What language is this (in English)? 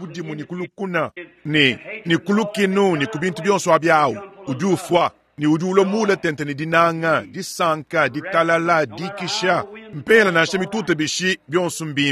Luba-Lulua